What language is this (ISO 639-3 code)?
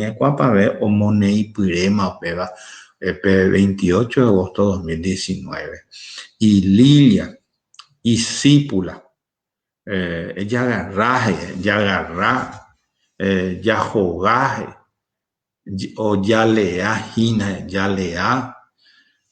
grn